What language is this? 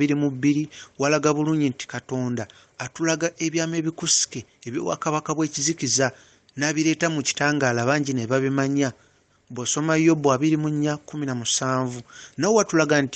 Ganda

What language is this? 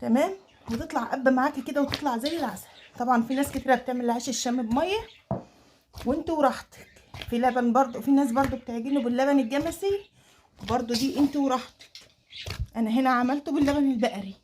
Egyptian Arabic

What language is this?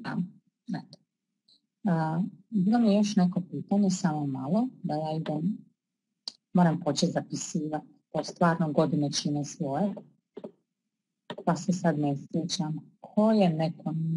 Croatian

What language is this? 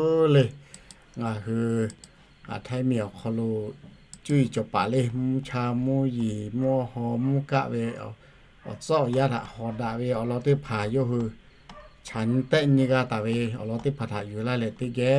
Lahu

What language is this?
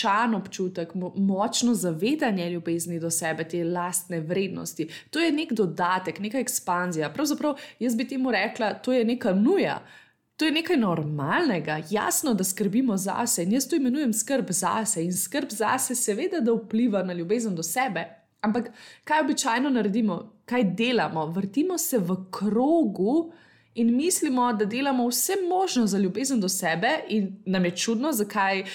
Slovenian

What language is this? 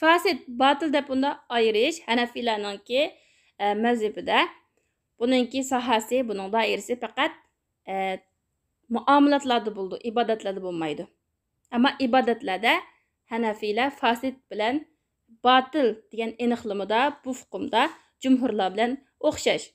Uyghur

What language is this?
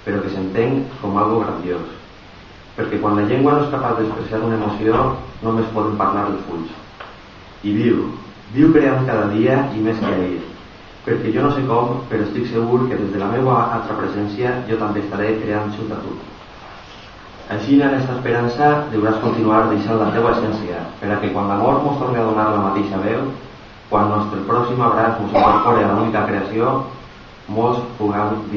Catalan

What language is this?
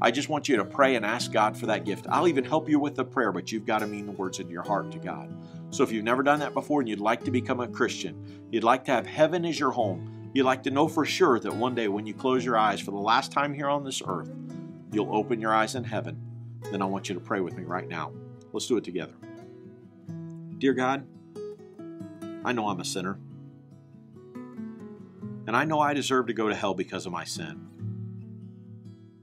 English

